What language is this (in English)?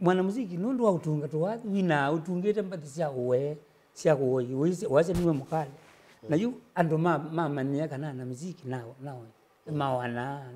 Kamba